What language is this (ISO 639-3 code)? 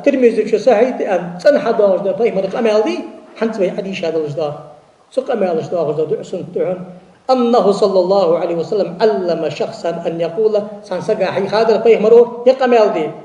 inh